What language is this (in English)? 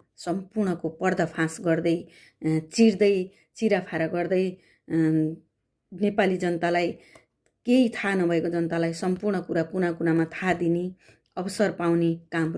Nepali